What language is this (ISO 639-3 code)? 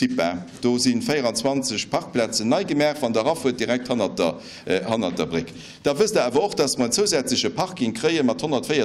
ltz